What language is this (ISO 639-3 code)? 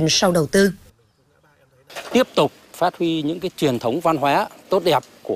vie